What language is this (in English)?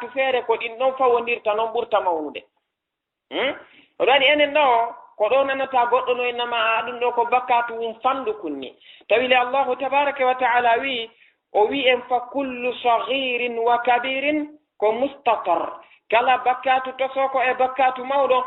Fula